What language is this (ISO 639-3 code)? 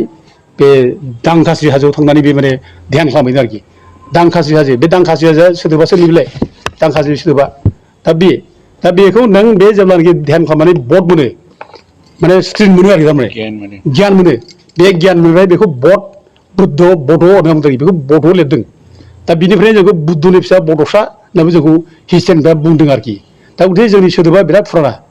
brx